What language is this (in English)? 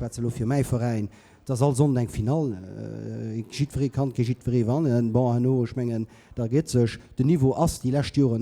Luxembourgish